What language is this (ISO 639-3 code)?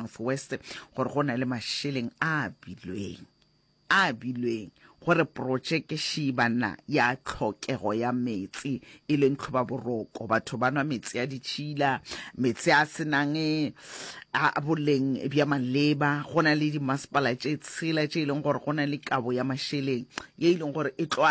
nso